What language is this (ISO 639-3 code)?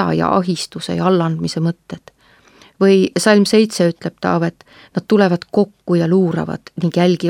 est